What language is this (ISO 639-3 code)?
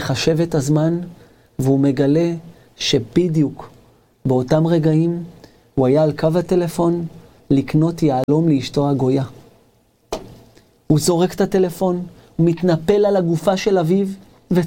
heb